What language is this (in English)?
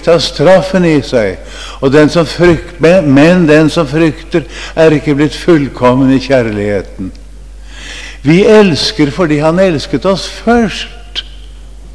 Norwegian